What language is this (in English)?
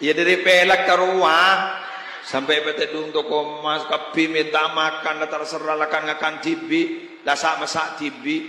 Madurese